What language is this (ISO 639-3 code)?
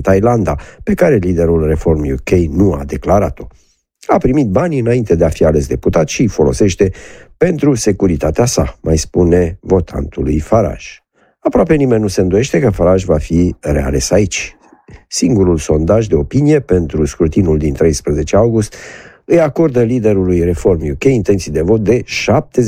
ron